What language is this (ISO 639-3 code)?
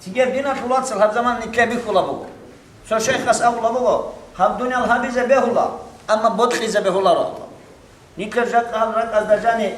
ava